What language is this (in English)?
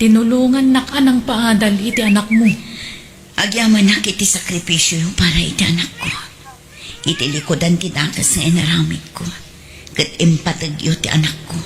Iloko